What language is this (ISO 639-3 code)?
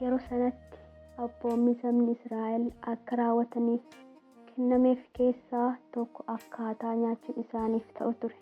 orm